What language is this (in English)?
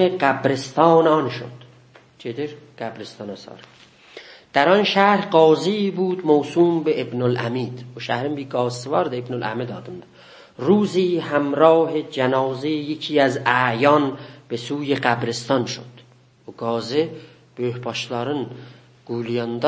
South Azerbaijani